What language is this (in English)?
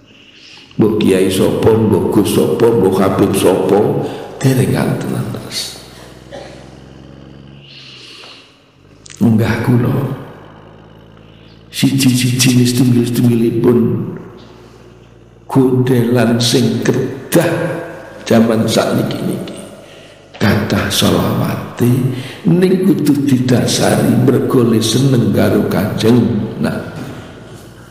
Javanese